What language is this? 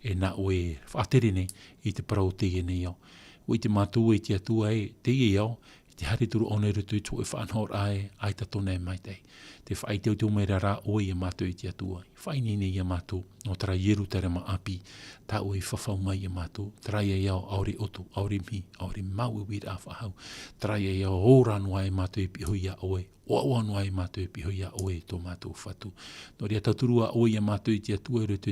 Tahitian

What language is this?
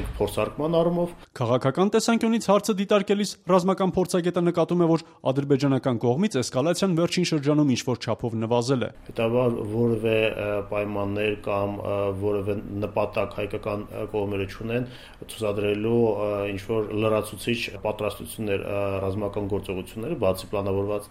Armenian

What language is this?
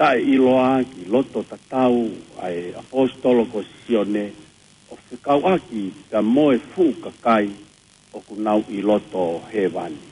Tongan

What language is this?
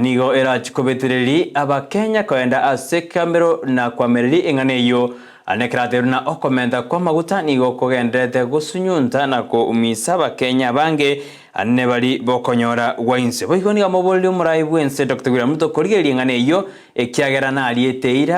Gusii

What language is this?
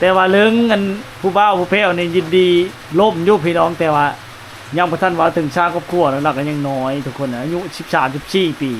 Lao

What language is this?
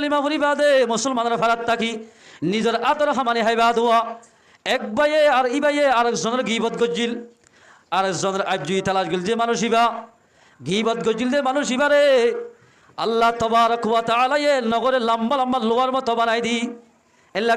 Rohingya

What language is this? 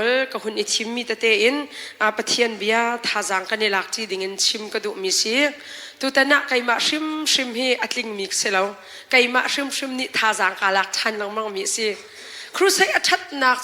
Hakha Chin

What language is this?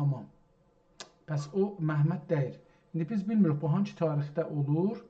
South Azerbaijani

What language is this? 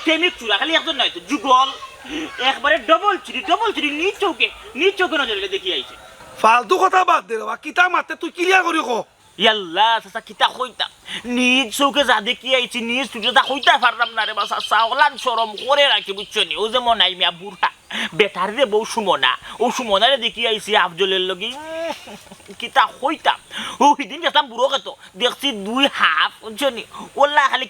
Sylheti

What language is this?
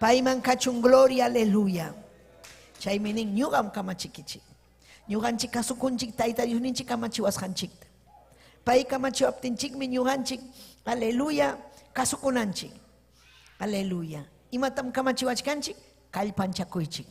Ayacucho Quechua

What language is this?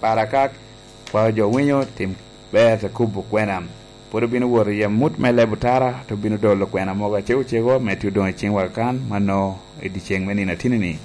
Lango (Uganda)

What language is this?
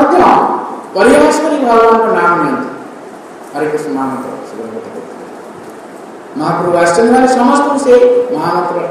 Odia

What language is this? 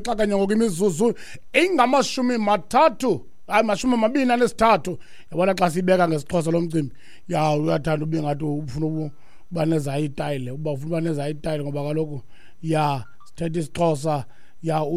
Xhosa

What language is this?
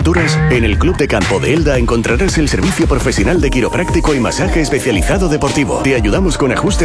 Spanish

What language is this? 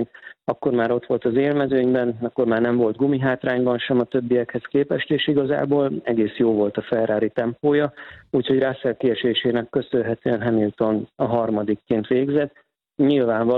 Hungarian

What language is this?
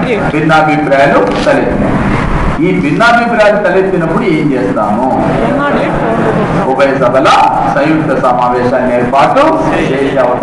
Telugu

